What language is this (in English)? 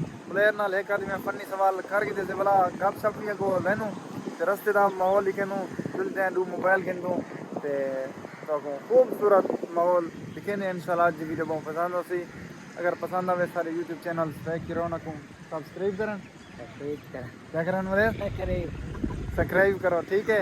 Saraiki